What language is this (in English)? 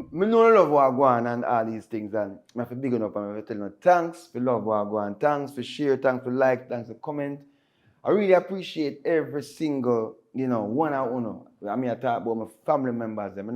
Jamaican Creole English